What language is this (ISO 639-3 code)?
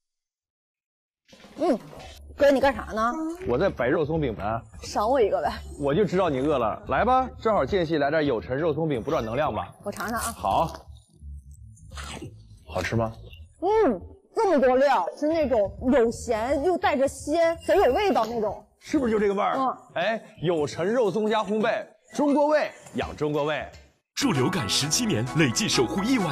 zho